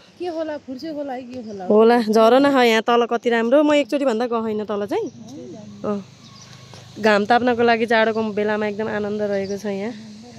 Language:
Nepali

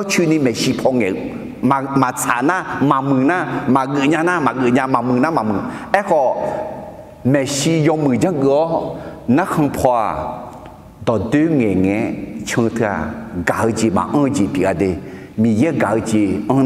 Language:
Akha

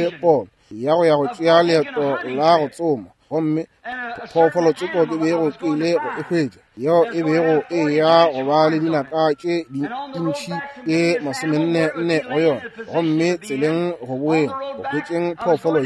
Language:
Northern Sotho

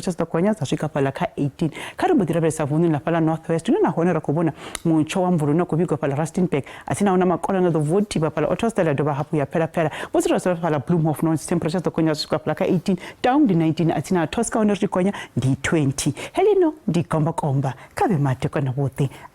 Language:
Venda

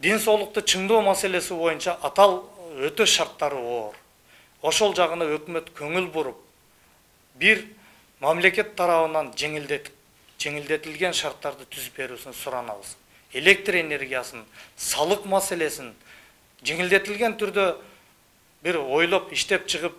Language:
Kyrgyz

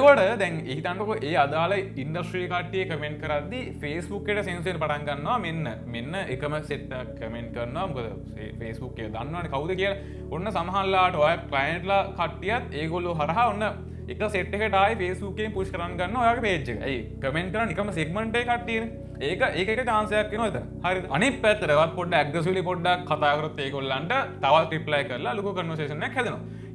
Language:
Sinhala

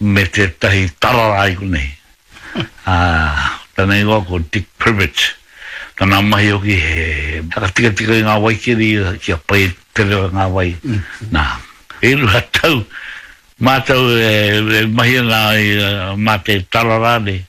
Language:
Māori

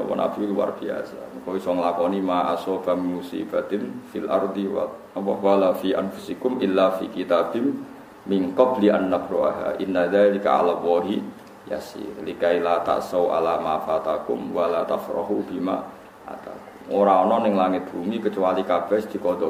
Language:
Javanese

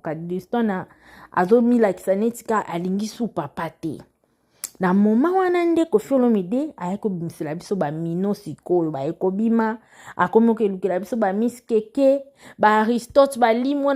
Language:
Lingala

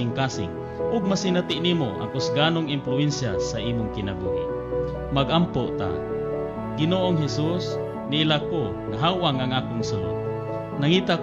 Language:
Cebuano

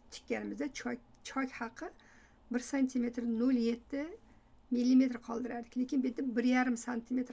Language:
Uzbek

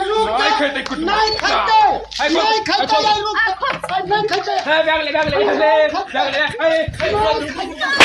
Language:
Maithili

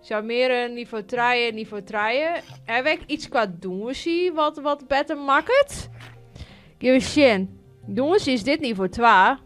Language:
Western Frisian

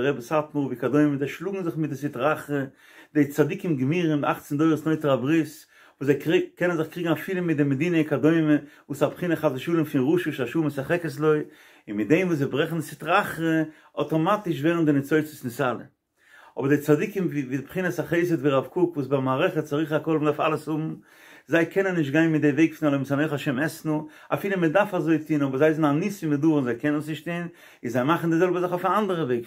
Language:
Yiddish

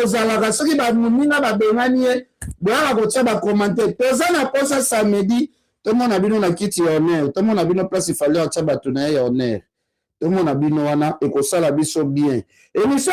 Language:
Lingala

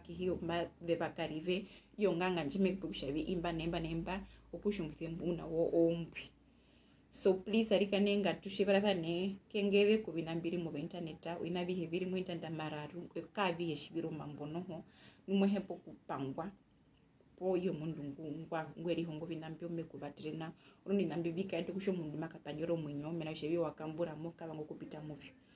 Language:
Herero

